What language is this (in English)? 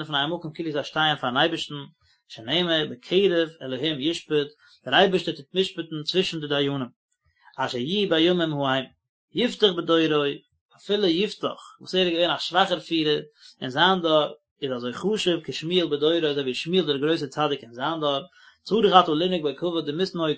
Yiddish